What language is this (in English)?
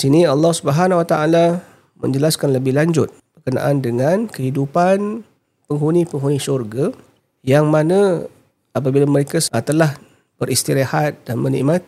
Malay